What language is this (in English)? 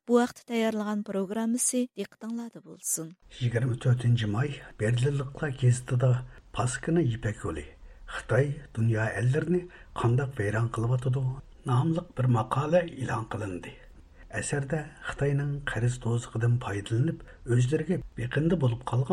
Uyghur